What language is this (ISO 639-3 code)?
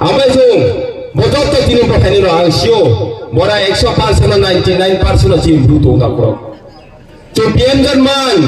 ria